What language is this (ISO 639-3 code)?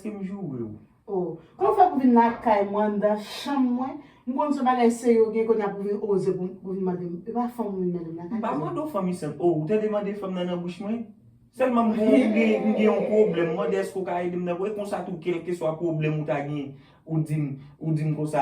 hat